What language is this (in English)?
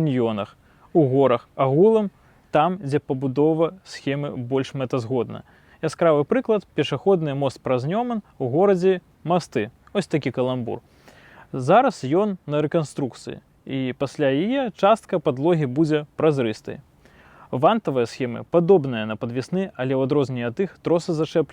Belarusian